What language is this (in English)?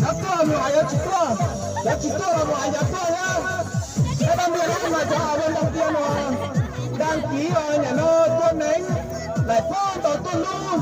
Hmong